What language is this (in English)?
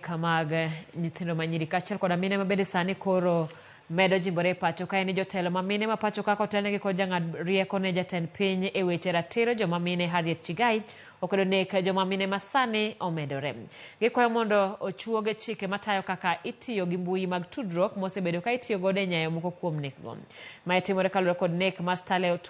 Luo (Kenya and Tanzania)